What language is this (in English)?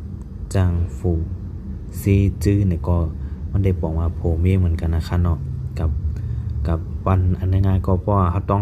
Shan